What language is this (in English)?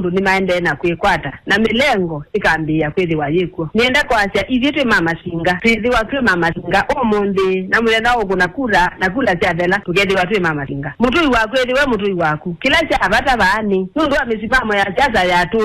Kamba